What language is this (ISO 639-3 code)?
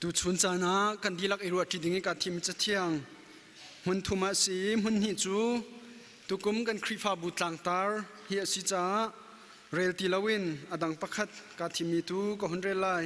cnh